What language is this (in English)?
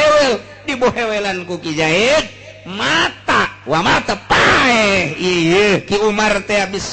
Sundanese